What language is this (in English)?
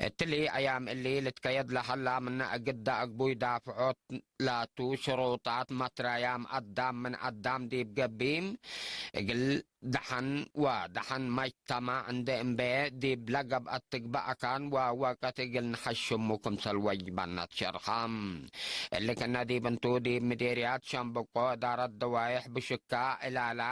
Tigre